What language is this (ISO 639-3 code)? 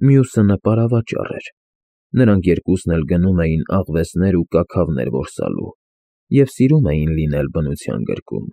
hye